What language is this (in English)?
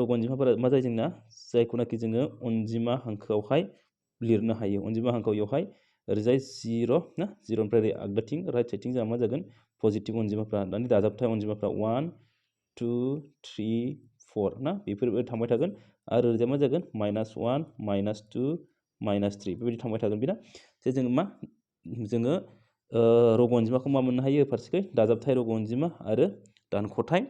Bodo